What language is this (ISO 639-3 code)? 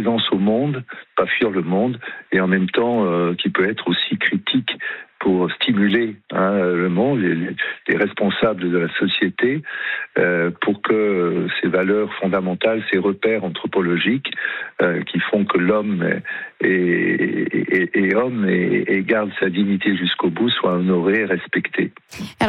fra